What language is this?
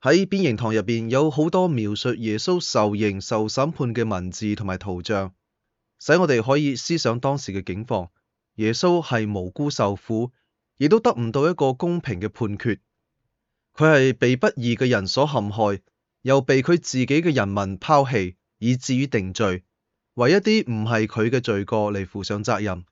Cantonese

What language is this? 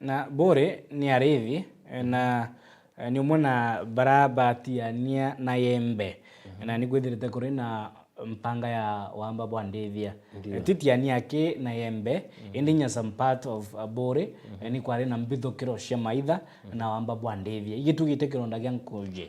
Meru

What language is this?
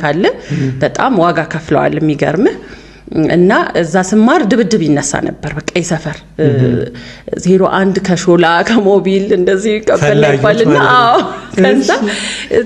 Amharic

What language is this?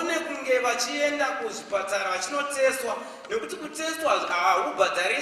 Shona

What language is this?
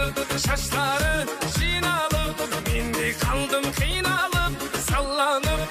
Kazakh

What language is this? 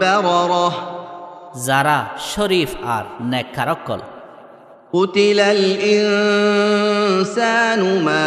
Rohingya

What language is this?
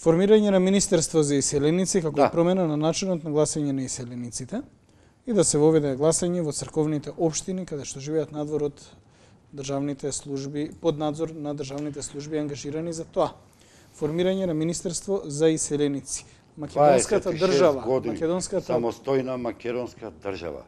Macedonian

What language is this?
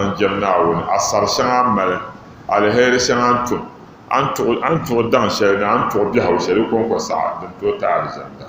Dagbani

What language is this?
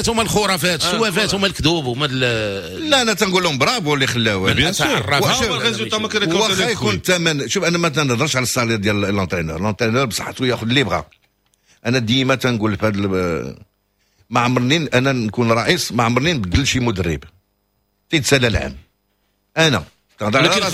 Moroccan Arabic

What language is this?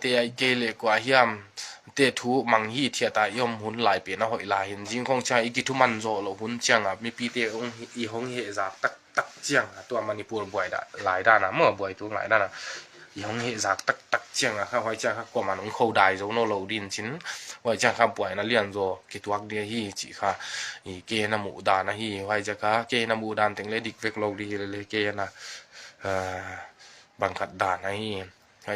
Tedim Chin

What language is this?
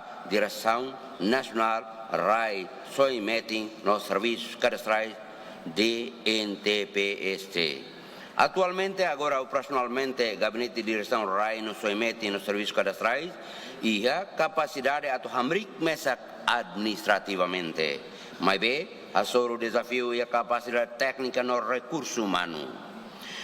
Tetum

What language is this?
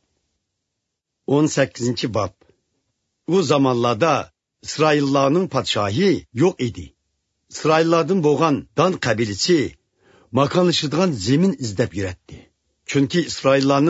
Uyghur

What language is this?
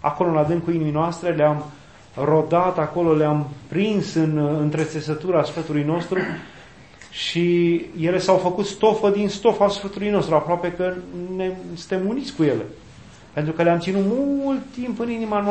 Romanian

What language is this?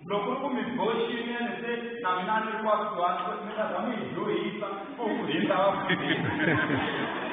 Tsonga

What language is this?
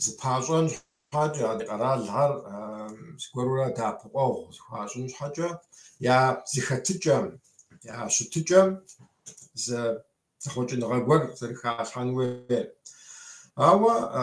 Kabardian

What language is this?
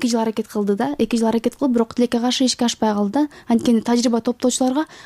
Kyrgyz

